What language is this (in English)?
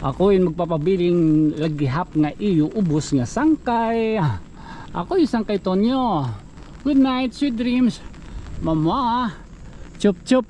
Waray